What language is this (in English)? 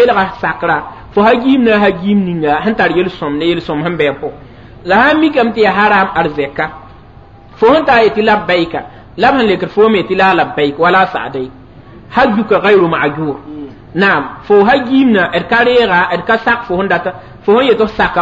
Mossi